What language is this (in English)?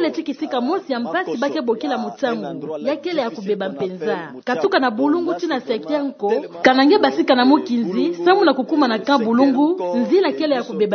Kituba (Democratic Republic of Congo)